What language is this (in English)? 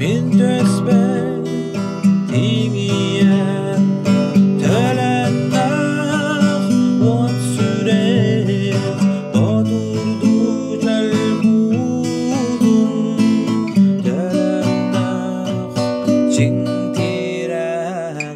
Yakut